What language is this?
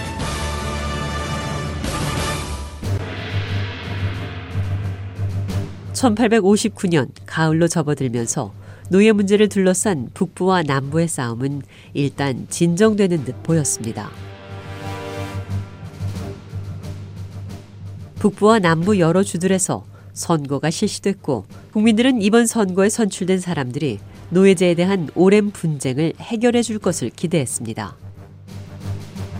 Korean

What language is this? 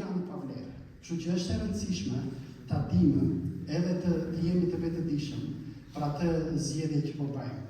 Albanian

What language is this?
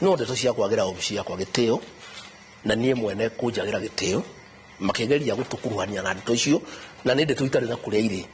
Kikuyu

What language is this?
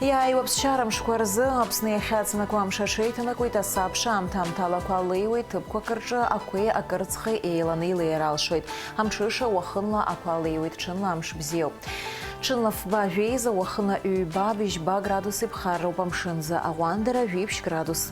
Abkhazian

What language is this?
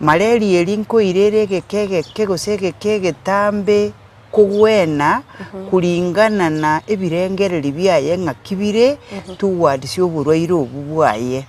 Gusii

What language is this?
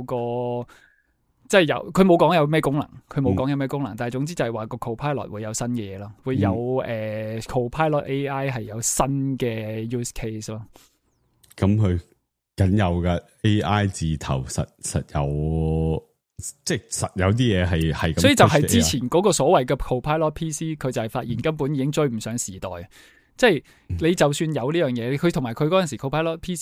Cantonese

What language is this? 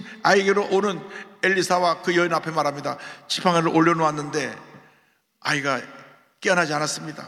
Korean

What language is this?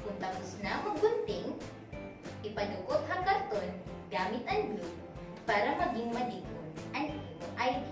Waray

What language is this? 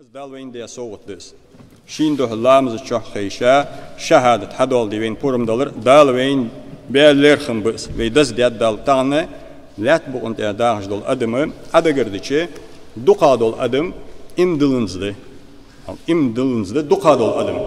Ingush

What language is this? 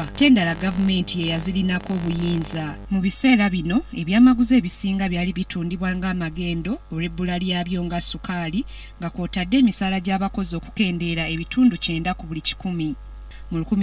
Ganda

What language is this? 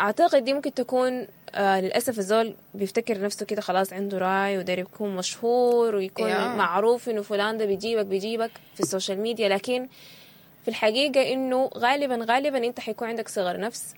Sudanese Arabic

